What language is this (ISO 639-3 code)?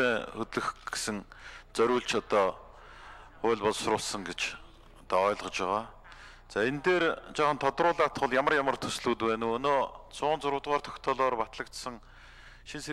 mon